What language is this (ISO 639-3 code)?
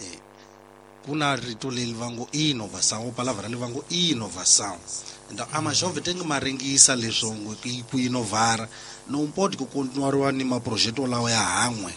tso